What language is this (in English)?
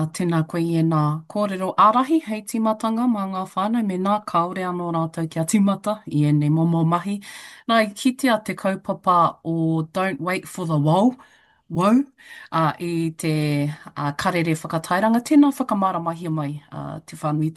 Māori